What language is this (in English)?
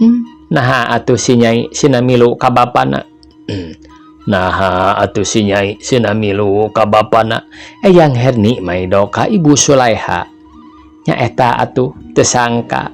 Sundanese